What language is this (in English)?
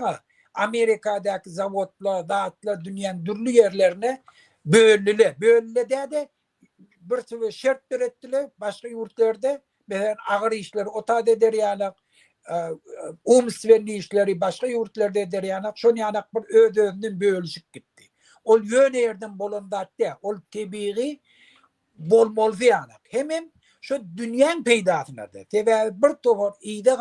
Turkmen